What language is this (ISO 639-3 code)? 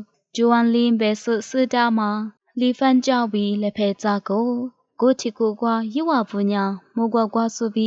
lis